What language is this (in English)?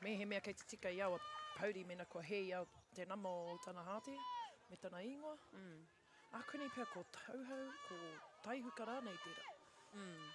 Māori